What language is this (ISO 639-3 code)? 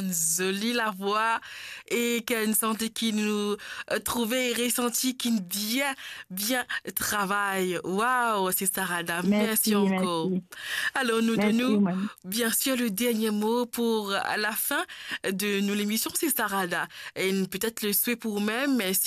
mfe